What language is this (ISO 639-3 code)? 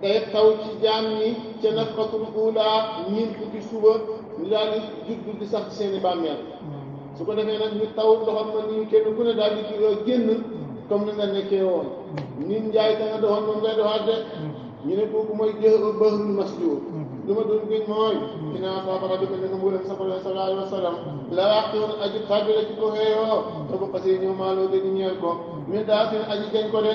wol